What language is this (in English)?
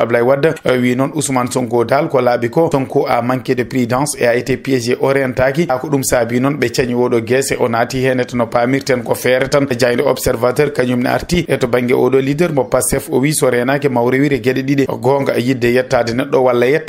Fula